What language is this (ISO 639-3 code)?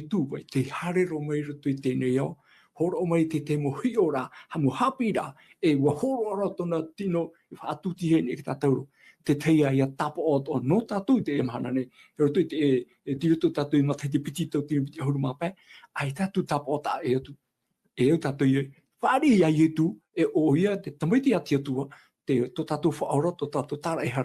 tah